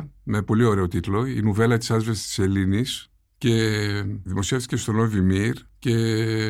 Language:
Greek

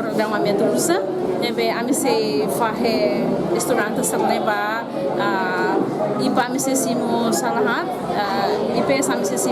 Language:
Tetum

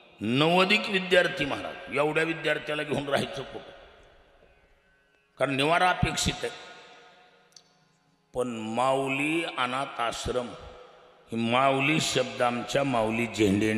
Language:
Marathi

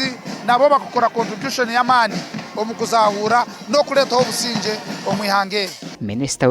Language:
Nyankole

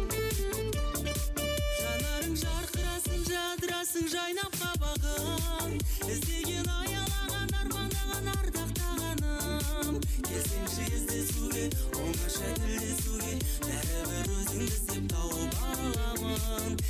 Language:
Kazakh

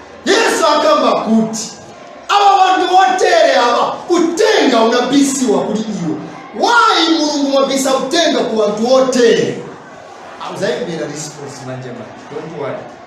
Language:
Nyanja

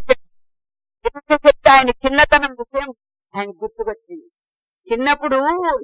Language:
Telugu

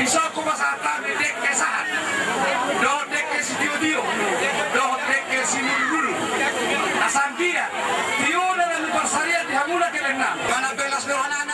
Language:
Batak Toba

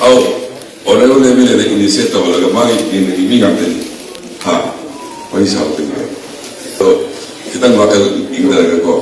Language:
Manipuri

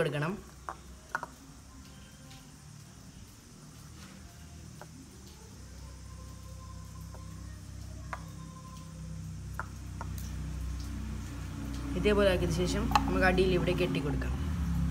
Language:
Malayalam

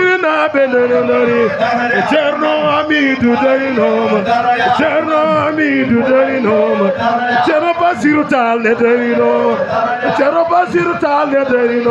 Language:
Fula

